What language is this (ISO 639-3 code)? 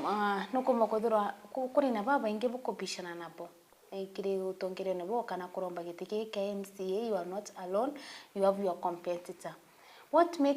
mer